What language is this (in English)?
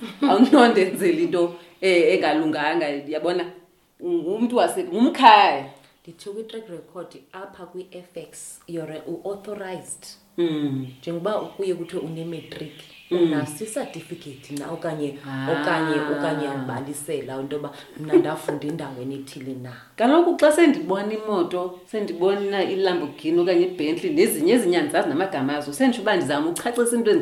Xhosa